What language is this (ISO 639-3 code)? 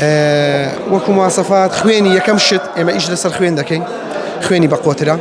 ckb